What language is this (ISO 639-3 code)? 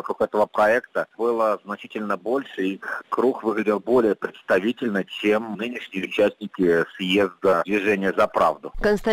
rus